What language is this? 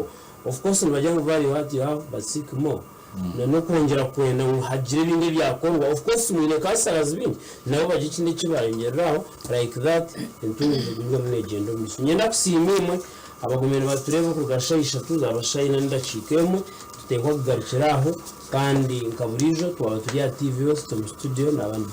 Nyankole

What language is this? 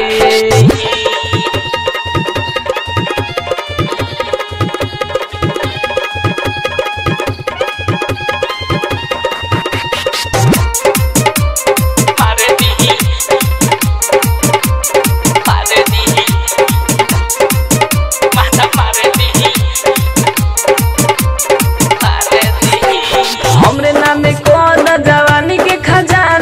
Bhojpuri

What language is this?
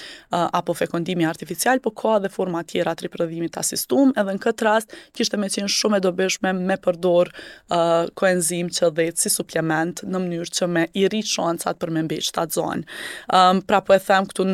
Albanian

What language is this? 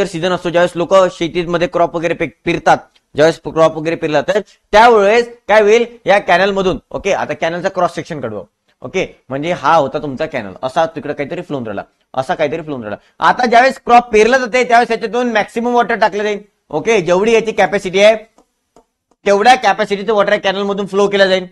Marathi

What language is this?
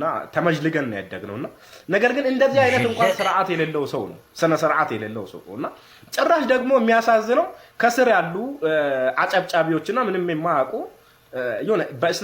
Amharic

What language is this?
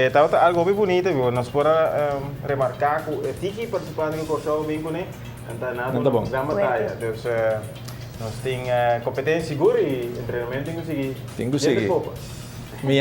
Papiamento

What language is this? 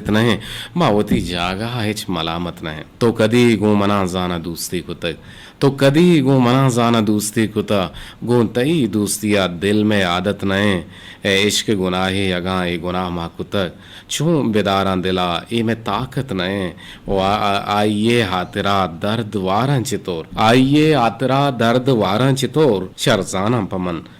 Eastern Balochi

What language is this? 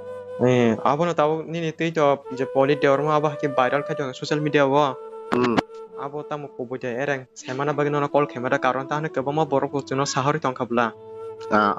Kok Borok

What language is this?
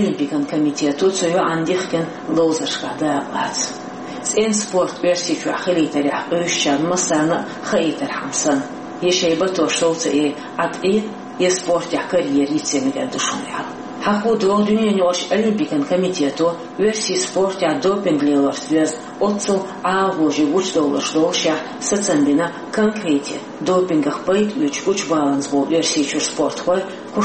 Chechen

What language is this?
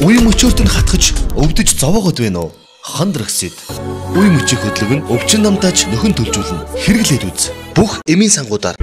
Mongolian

